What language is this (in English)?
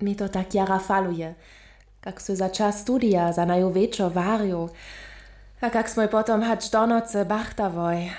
Upper Sorbian